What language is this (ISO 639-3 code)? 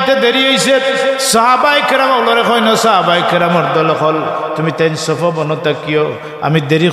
syl